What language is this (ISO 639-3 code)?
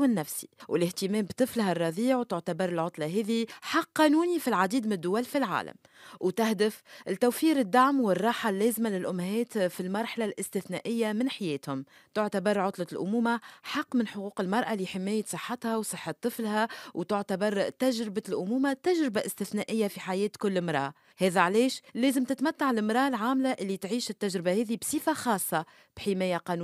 aeb